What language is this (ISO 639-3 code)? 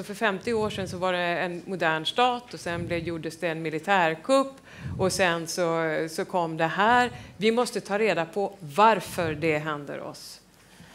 swe